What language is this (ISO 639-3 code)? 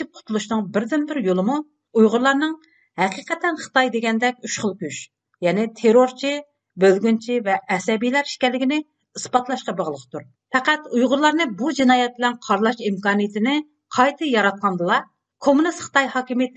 uig